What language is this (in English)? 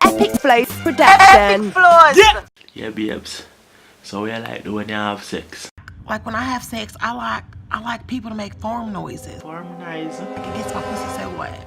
Jamaican Creole English